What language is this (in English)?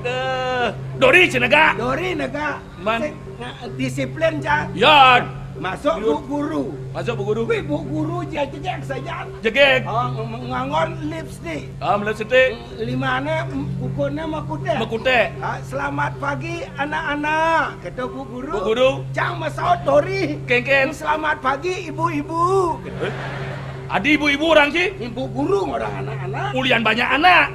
Balinese